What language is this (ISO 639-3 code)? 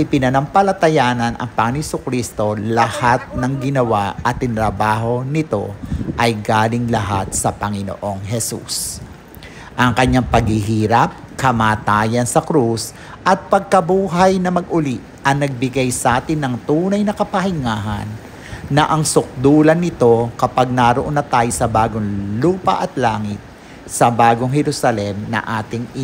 fil